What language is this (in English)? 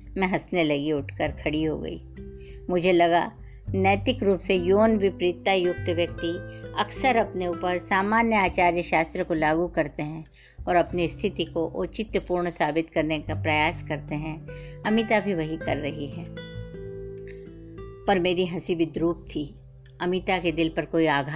Hindi